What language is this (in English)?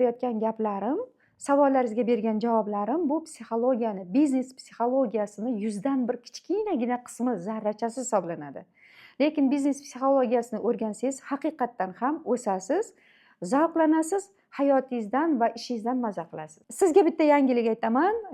Uzbek